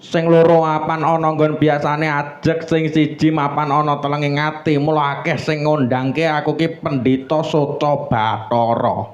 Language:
Javanese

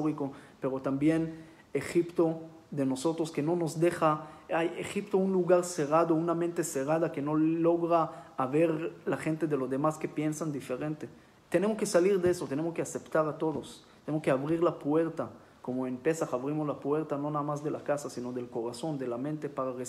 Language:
Spanish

